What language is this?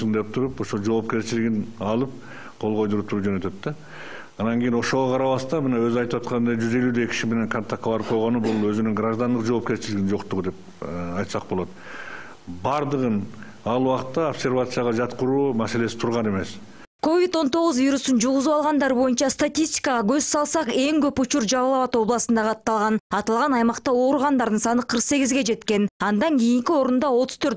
Kyrgyz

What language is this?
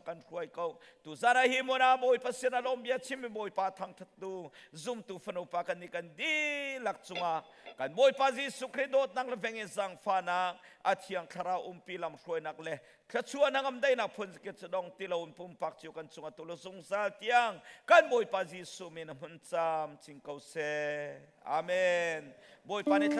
Hakha Chin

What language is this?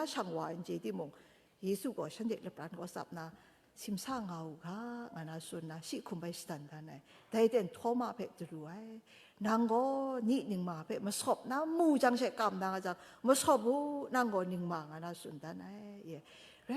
Kachin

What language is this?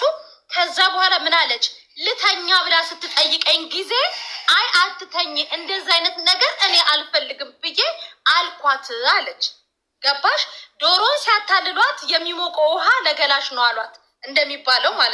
Amharic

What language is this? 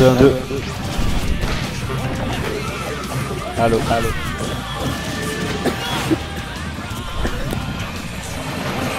French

